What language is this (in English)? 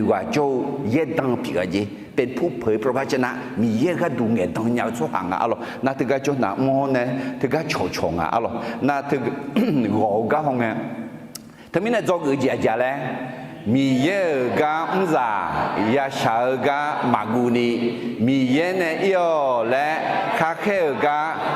Akha